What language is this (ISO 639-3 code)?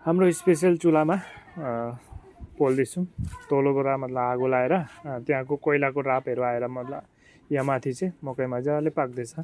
nep